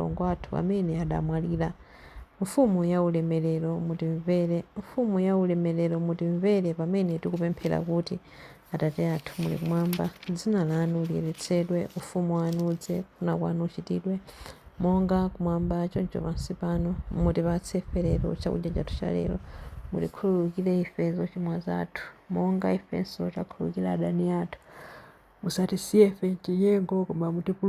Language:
Nyanja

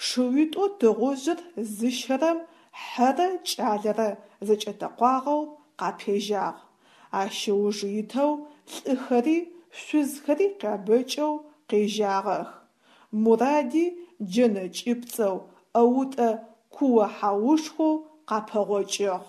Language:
Adyghe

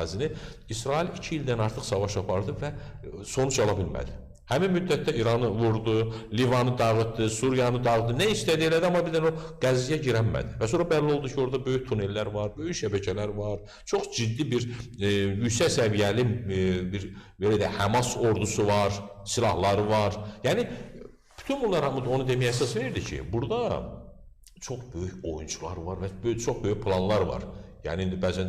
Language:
Azerbaijani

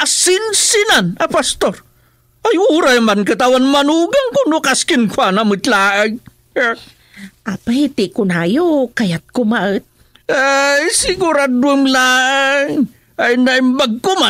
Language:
Iloko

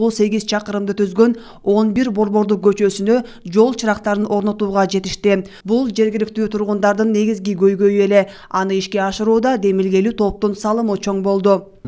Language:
Kyrgyz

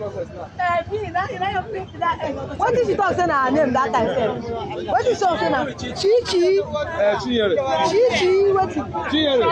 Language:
Nigerian Pidgin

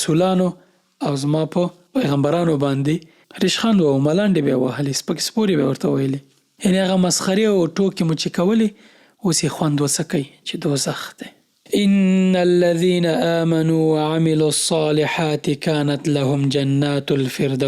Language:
Pashto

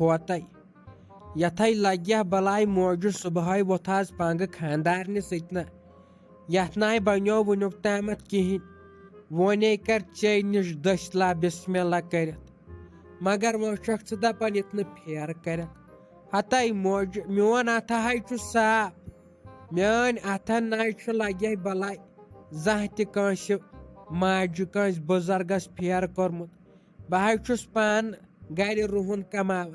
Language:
Kashmiri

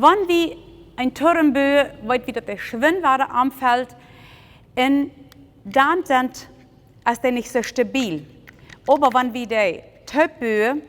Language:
Plautdietsch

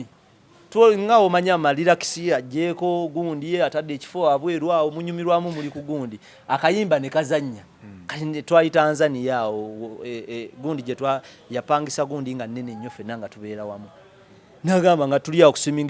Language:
Ganda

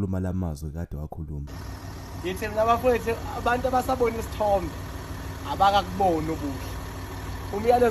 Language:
Zulu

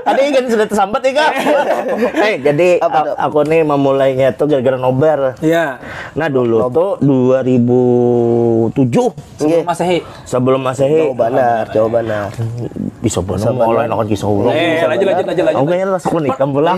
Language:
Banjar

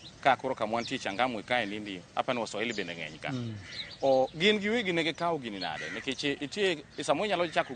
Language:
Luo (Kenya and Tanzania)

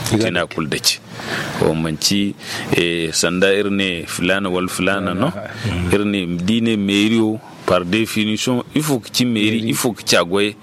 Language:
Zarma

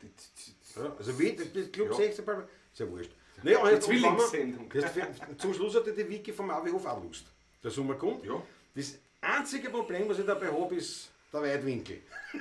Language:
Bavarian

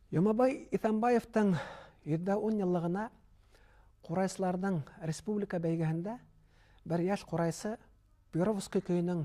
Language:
Bashkir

